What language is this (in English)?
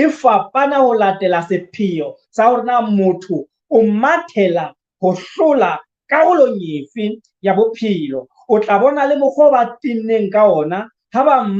Southern Sotho